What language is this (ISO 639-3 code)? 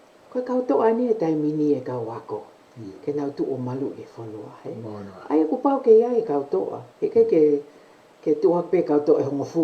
ton